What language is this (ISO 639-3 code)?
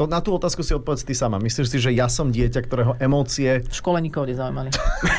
slk